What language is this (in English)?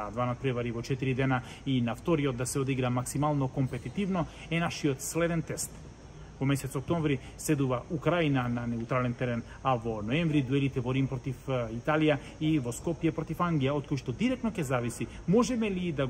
Macedonian